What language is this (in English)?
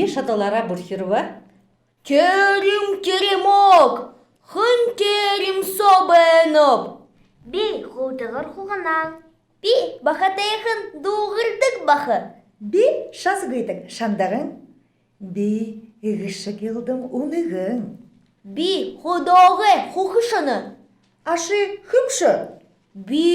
Buriat